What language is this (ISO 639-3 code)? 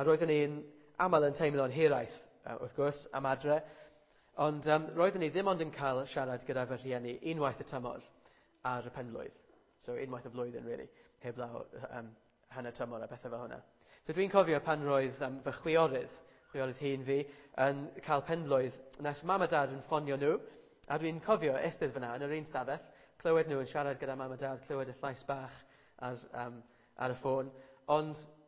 cym